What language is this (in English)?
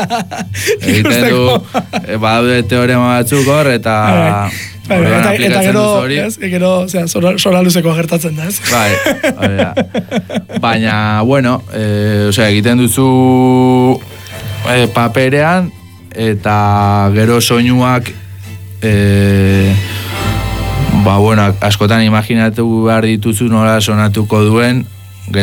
Basque